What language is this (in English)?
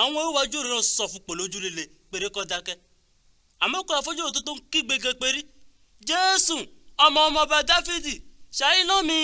Yoruba